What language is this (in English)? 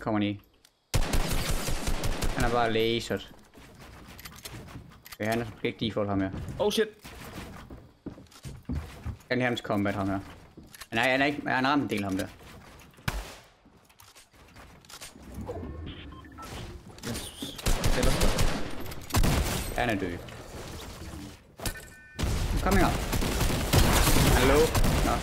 Danish